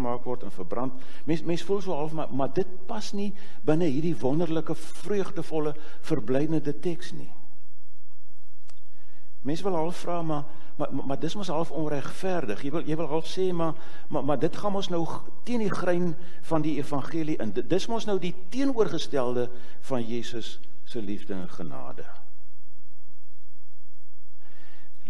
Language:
Afrikaans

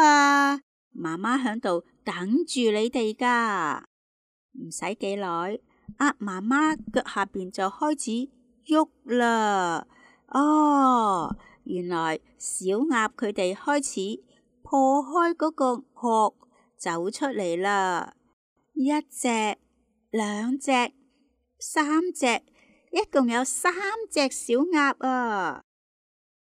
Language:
Cantonese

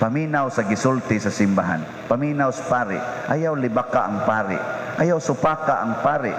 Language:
Cebuano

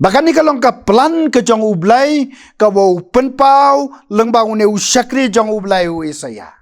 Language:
Khasi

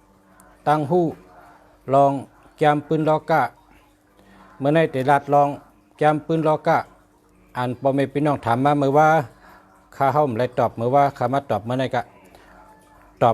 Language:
Shan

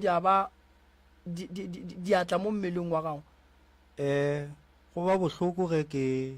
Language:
Northern Sotho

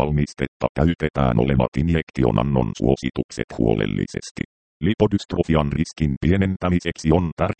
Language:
Finnish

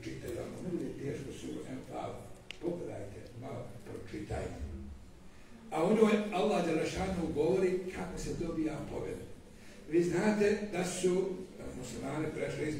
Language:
Bosnian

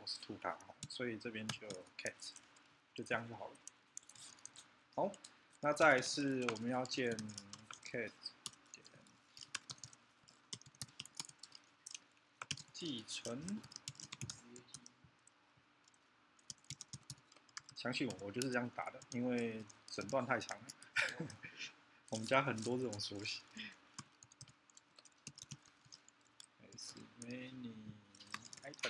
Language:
Chinese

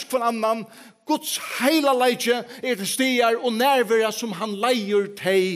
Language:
Faroese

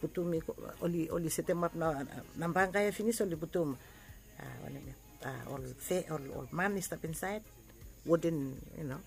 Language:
Bislama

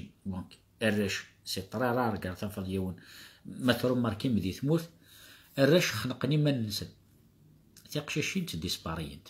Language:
Kabyle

